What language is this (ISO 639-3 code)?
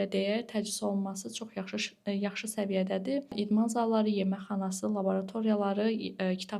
aze